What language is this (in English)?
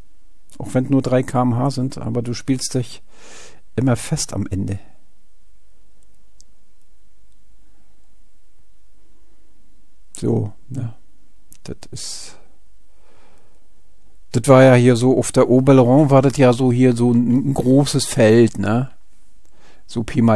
German